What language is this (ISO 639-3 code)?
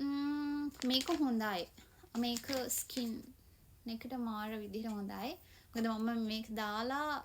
sin